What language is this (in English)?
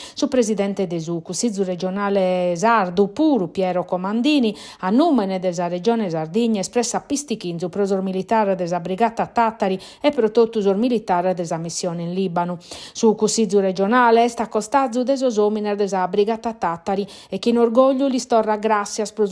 Sardinian